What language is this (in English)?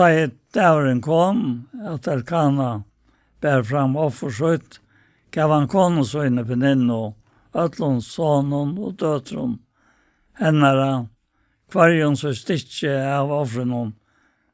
Faroese